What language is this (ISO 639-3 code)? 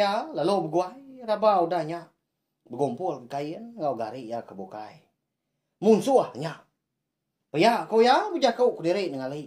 iba